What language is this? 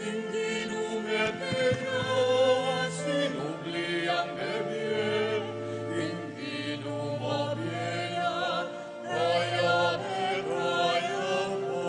Pampanga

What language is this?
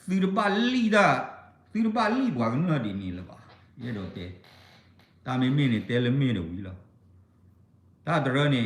S'gaw Karen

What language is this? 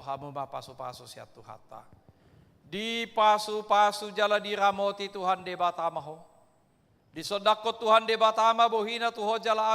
Batak Toba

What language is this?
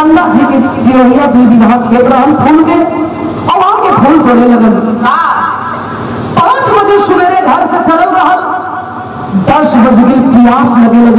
Bhojpuri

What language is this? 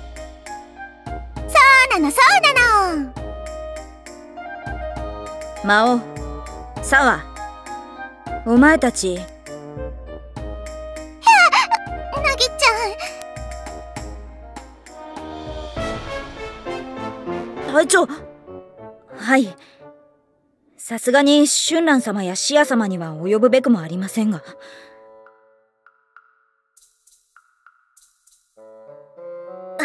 Japanese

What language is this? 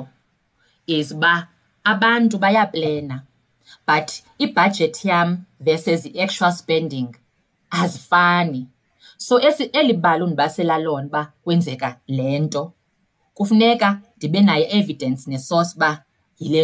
Xhosa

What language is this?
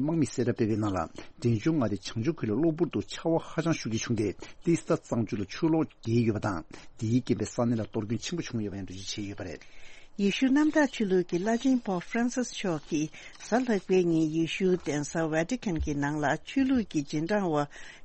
Tibetan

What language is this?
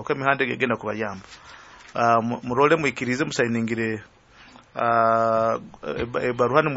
Nyoro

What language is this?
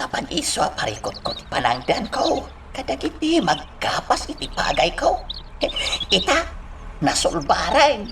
Iloko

